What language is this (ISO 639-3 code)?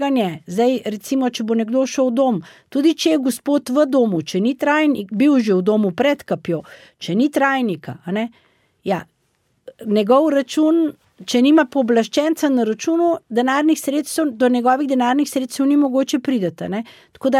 slv